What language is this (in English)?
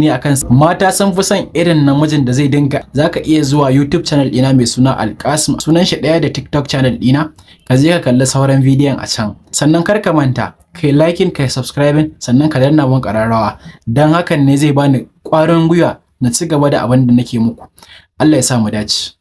Hausa